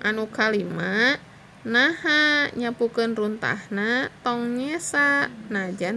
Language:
Sundanese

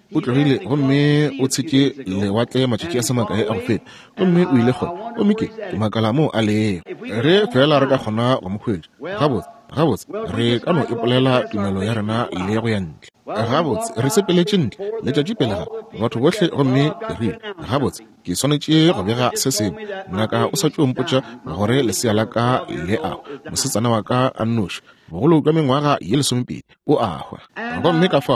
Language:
Northern Sotho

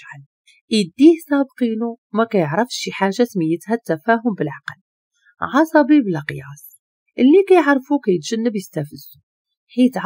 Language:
Moroccan Arabic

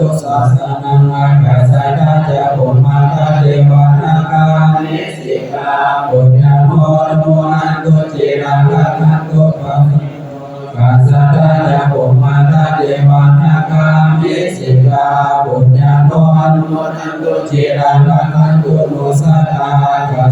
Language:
Pali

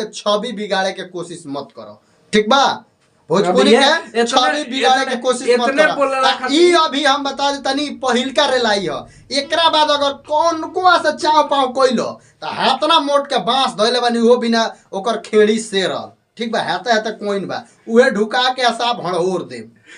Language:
Bhojpuri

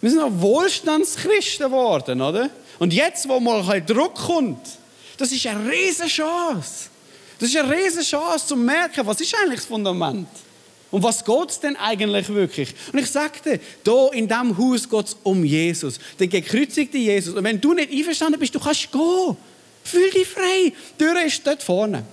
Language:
Swiss German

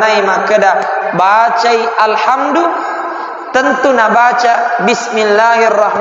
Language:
Buginese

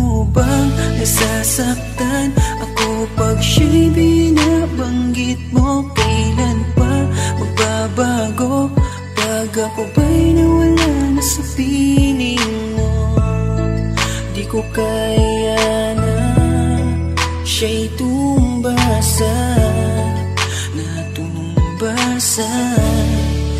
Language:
Filipino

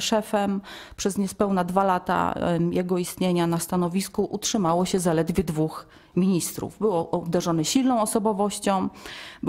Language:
Polish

